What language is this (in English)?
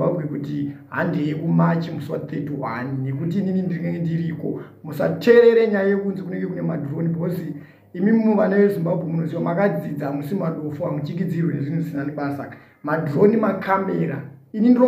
Shona